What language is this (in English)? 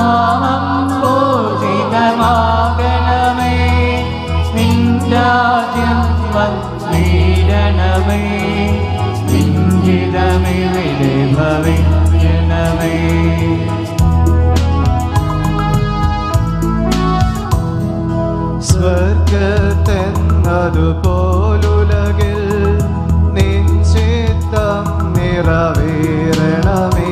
Malayalam